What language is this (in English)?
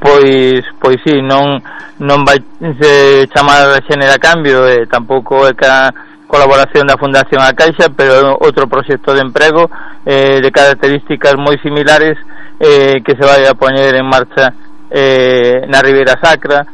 Galician